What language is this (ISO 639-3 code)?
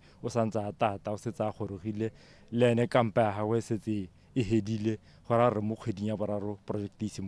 tsn